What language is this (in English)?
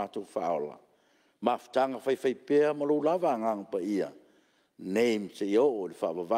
Samoan